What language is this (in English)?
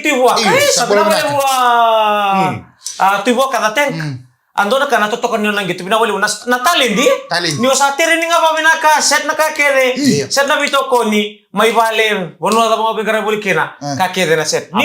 Fijian